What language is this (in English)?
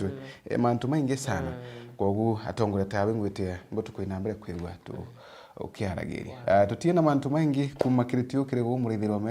Meru